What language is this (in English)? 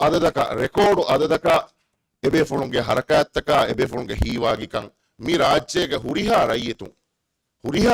Divehi